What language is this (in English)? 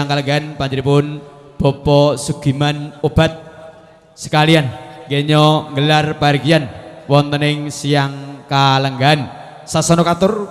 Javanese